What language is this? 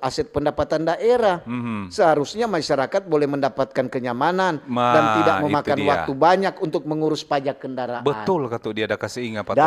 Manado Malay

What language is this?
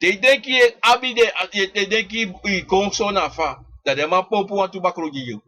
Sranan Tongo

